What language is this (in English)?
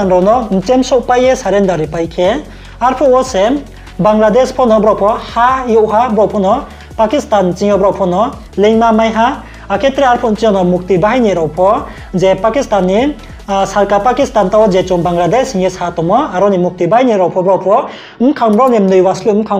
Riang (India)